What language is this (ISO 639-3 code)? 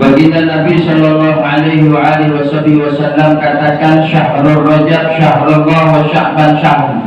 bew